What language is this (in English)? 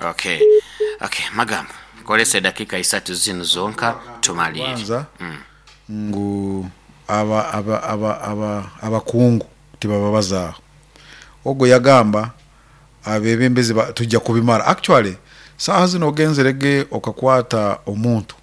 Nyoro